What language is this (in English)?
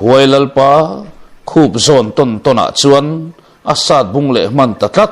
Mizo